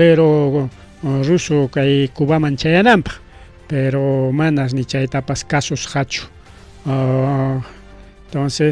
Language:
Ayacucho Quechua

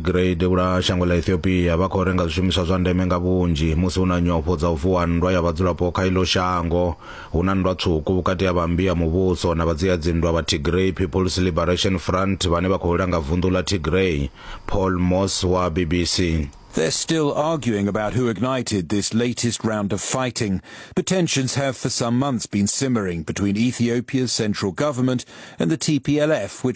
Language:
Venda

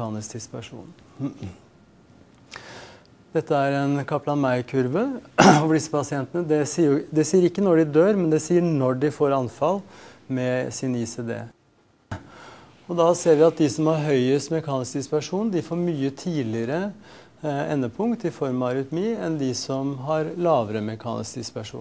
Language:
Norwegian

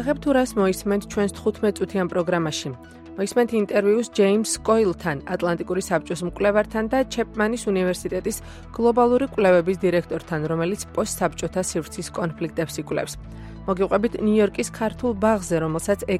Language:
Georgian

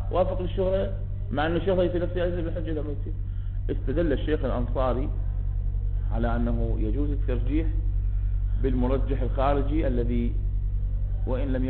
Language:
Arabic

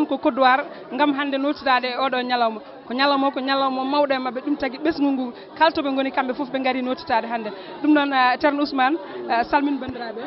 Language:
Fula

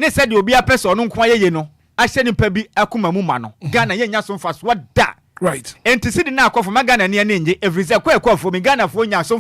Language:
Akan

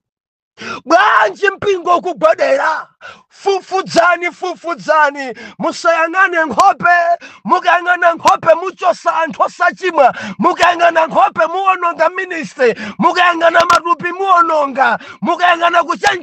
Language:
Nyanja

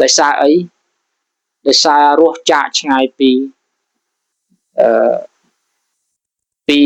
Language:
Khmer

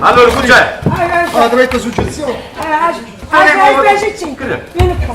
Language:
Neapolitan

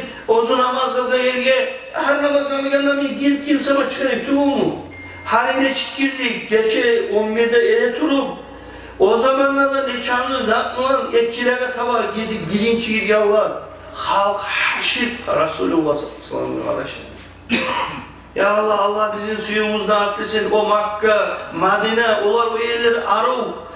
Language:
Kumyk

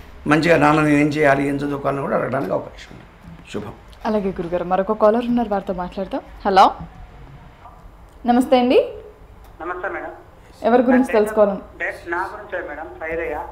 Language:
Telugu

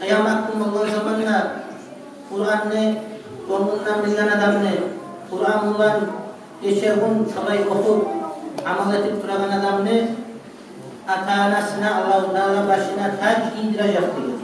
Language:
Kumyk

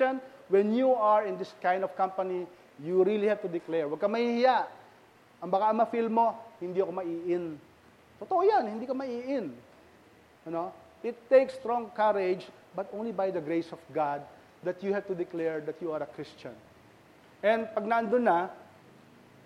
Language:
Filipino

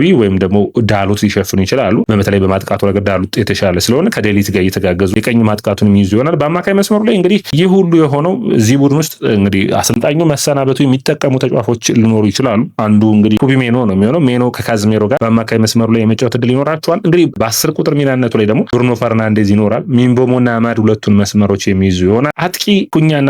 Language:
Amharic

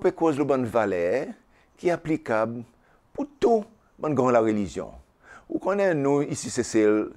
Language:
Seselwa Creole French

